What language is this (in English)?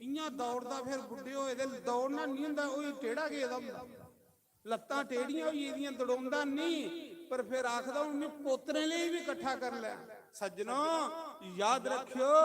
Dogri